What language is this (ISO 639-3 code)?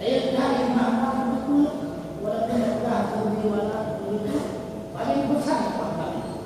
ace